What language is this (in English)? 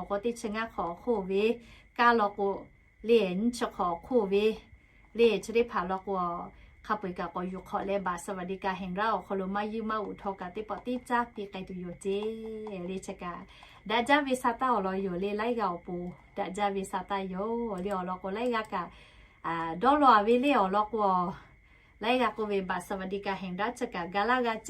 Lahu